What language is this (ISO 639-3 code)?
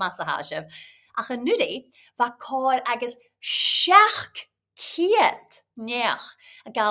gla